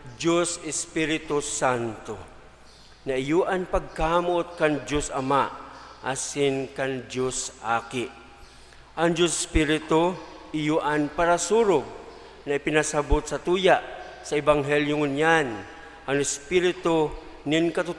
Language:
Bikol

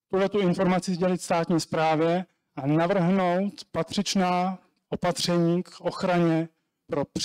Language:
Czech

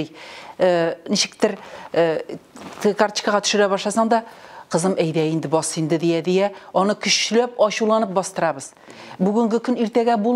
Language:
Tatar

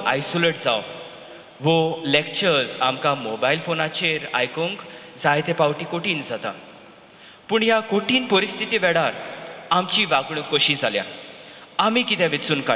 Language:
Konkani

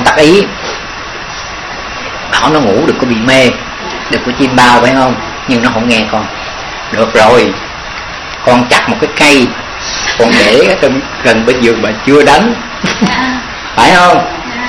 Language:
Vietnamese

